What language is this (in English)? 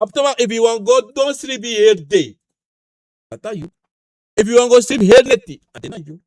Sranan Tongo